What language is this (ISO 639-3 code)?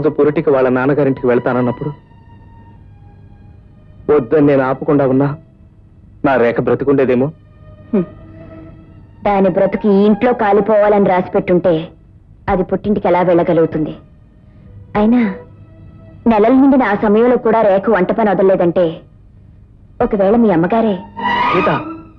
tel